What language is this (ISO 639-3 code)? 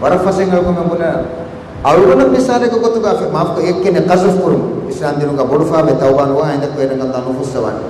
div